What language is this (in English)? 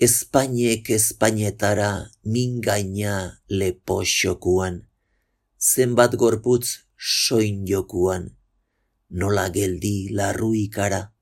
Basque